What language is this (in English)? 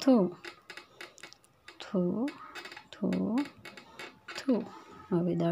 Gujarati